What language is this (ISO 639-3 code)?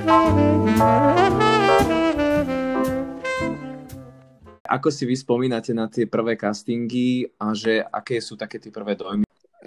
slk